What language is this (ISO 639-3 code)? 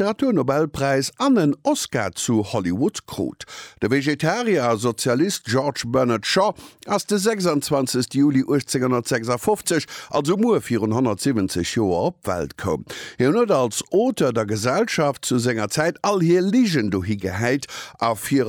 ltz